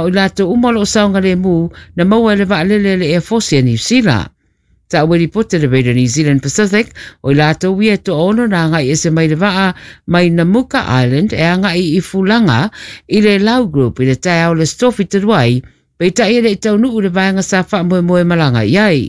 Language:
Samoan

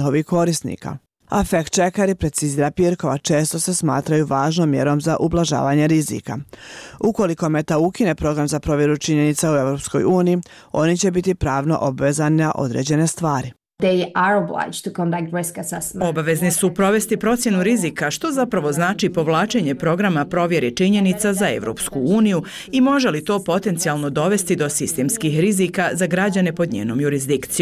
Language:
Bosnian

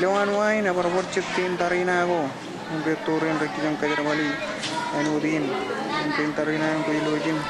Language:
Marshallese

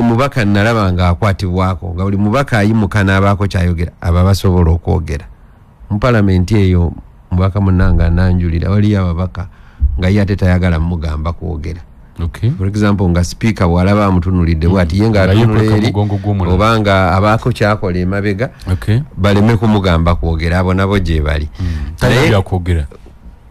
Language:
Ganda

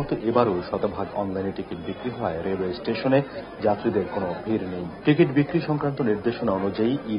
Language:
Bangla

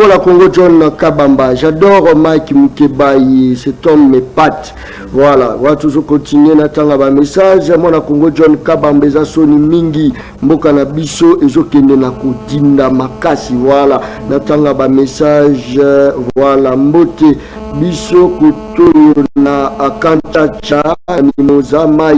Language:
Lingala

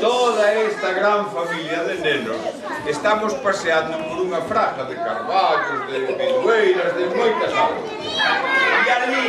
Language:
Galician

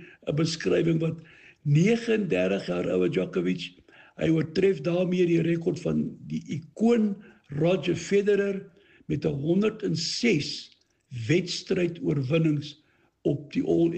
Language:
Afrikaans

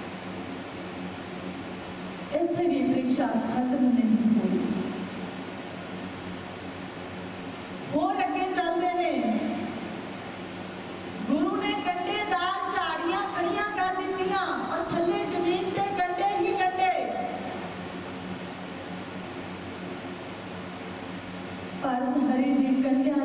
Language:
Punjabi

